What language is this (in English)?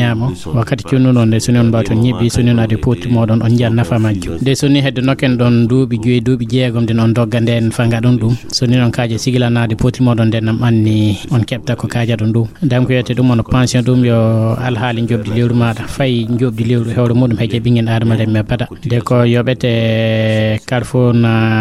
Fula